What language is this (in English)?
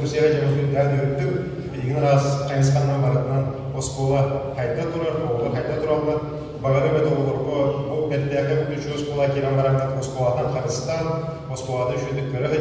Yakut